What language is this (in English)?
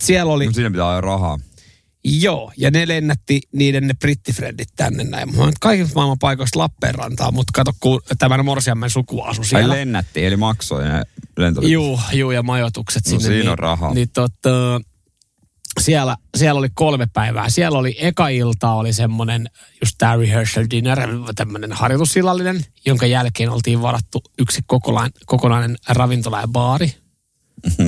Finnish